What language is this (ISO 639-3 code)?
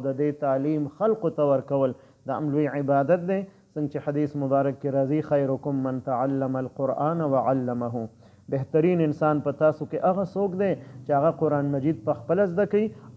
pus